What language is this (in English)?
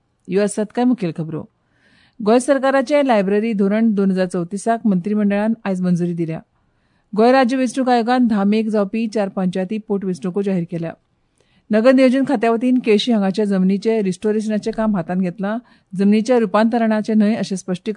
Konkani